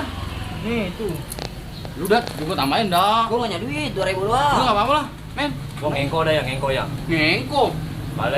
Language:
Betawi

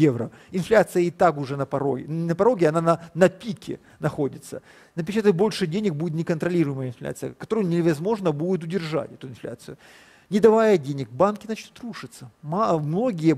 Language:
Russian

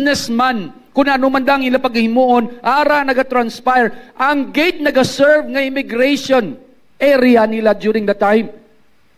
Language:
Hiligaynon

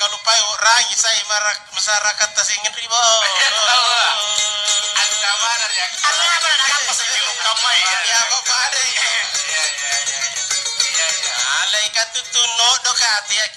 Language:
Makasar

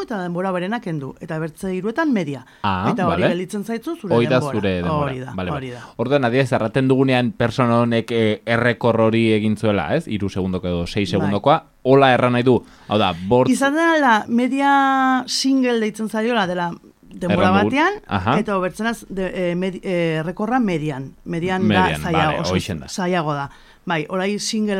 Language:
Basque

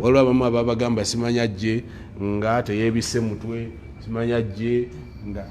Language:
Ganda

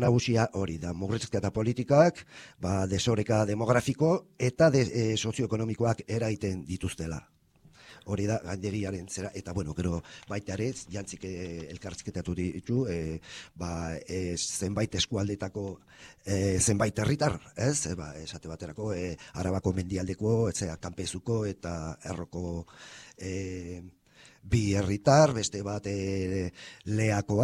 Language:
Basque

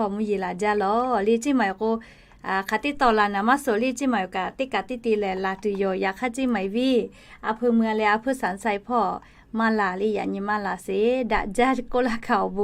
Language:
Lahu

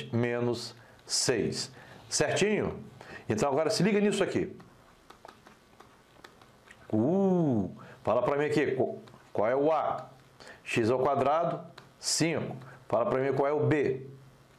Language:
Portuguese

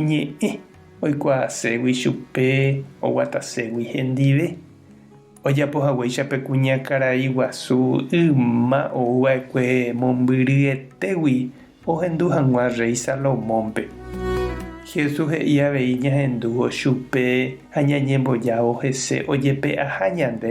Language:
Guarani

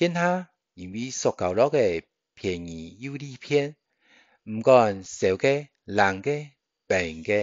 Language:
Hakka Chinese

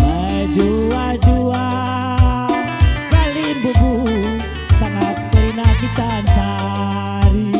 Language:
Batak Karo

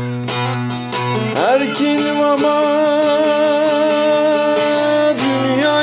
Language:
Turkish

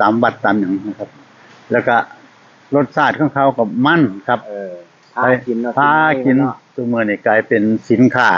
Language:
Northeastern Thai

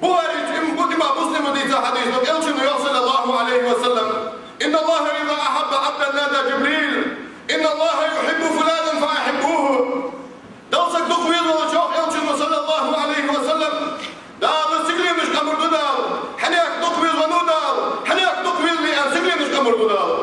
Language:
Ingush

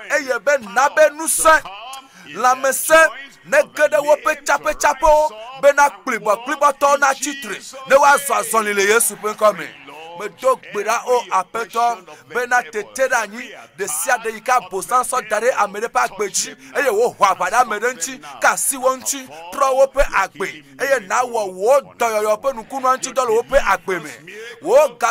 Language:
Ewe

